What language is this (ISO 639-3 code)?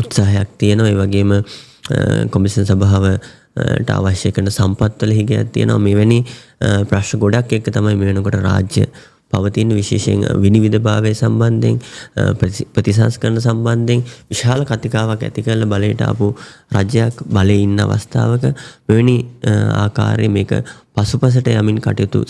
sin